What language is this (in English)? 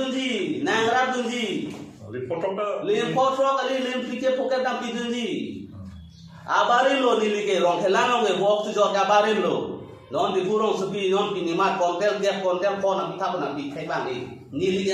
Karbi